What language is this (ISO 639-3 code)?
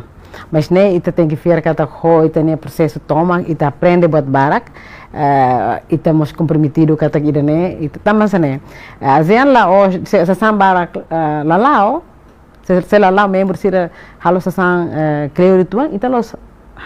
tet